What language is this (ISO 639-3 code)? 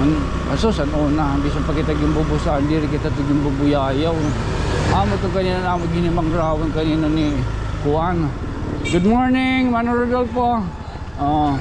war